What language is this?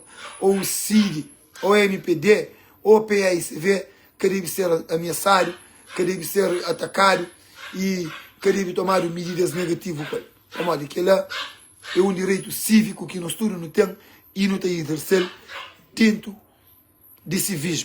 Kabuverdianu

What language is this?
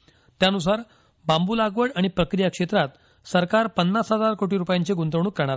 Marathi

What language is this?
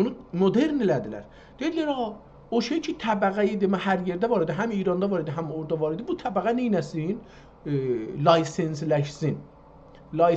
South Azerbaijani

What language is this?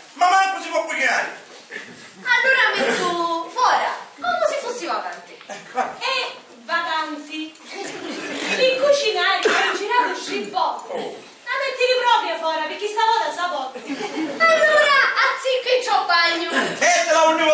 Sicilian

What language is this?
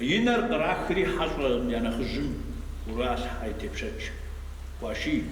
Kabardian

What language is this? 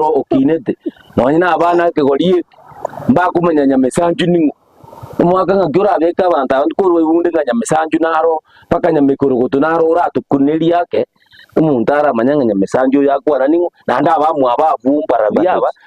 Gusii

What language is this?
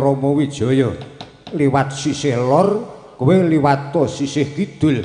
Javanese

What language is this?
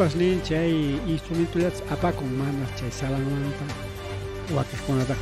Ayacucho Quechua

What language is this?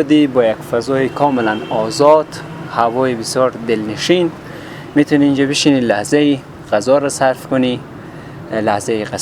Persian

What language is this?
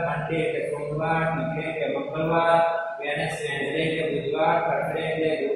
Gujarati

